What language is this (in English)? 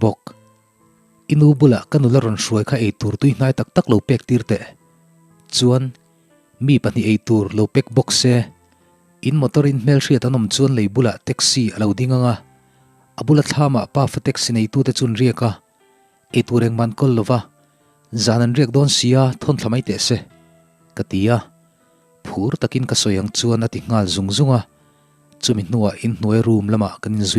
Mizo